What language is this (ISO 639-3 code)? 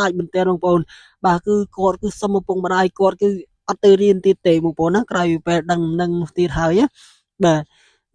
khm